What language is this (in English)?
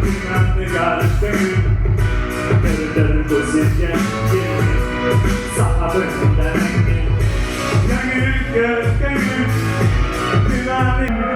Yakut